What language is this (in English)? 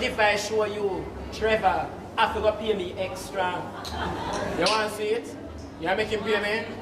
Jamaican Creole English